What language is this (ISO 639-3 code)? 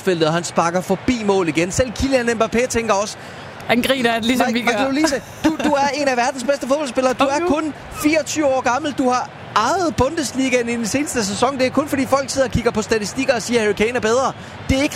dan